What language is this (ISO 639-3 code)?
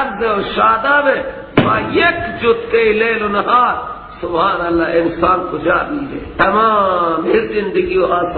fas